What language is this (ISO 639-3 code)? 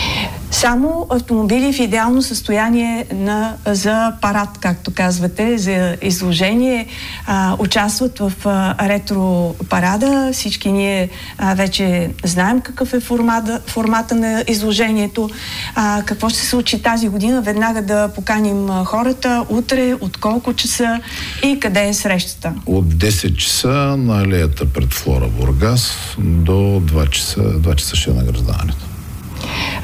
bul